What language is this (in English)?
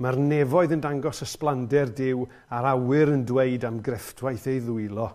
Welsh